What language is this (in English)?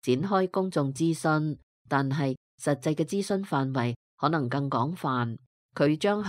Cantonese